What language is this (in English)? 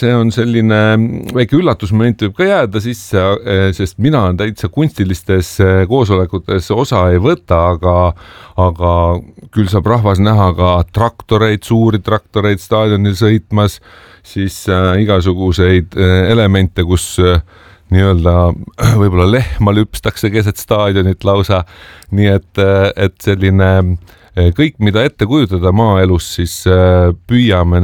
Estonian